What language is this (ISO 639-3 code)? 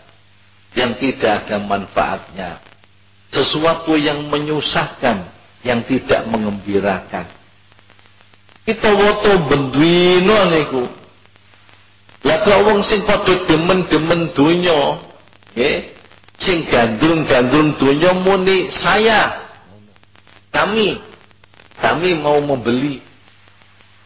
jav